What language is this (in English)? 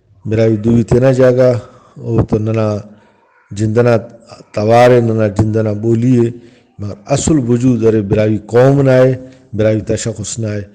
Brahui